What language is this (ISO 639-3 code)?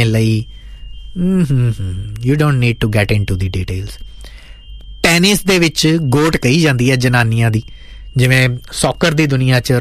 pan